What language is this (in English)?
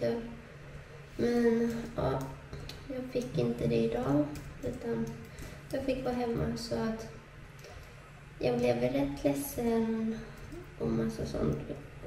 Swedish